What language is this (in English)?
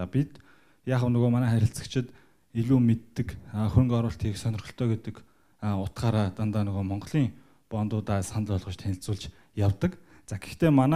Mongolian